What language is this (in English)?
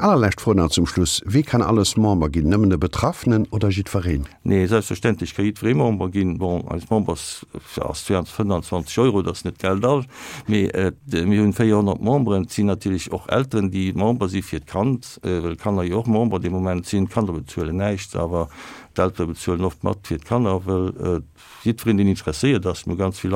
Luxembourgish